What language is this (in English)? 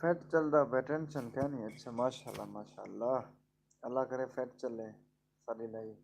Saraiki